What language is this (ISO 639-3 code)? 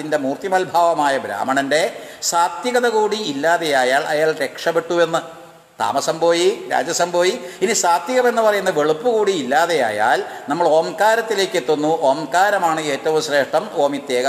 mal